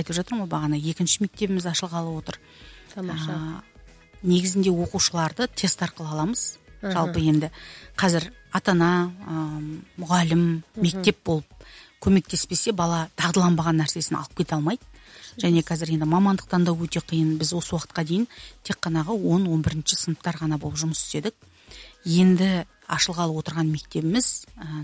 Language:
Kazakh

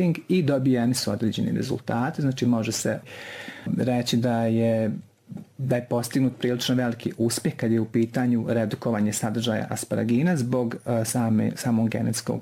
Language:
Bosnian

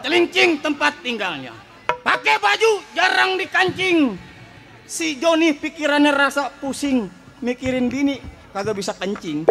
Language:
Betawi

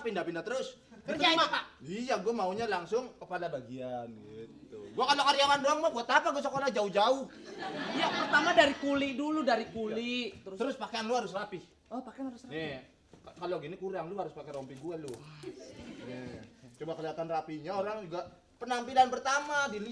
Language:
Betawi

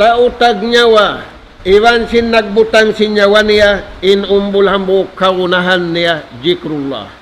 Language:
Tausug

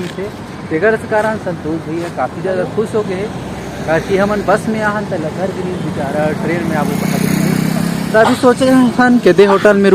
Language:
Chhattisgarhi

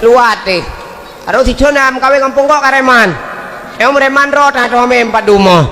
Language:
Achinese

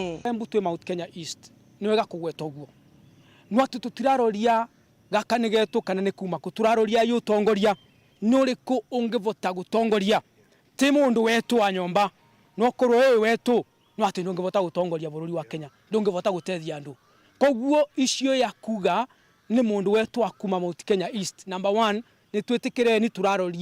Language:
Meru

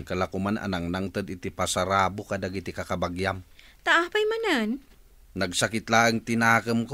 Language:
Iloko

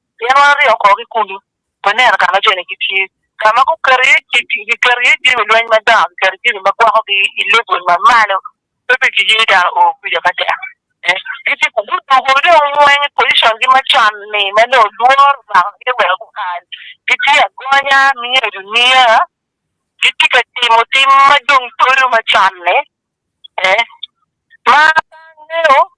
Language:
Acoli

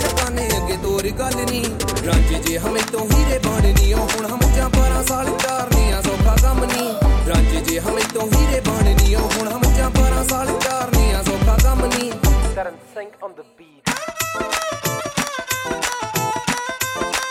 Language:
Punjabi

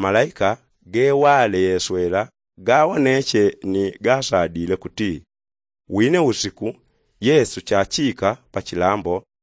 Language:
Yao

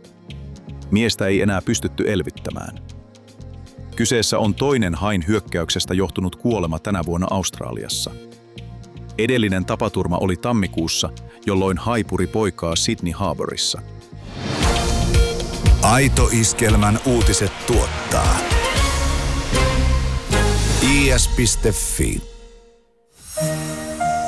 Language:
Finnish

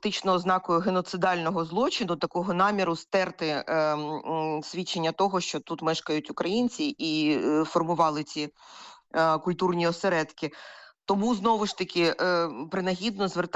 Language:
Ukrainian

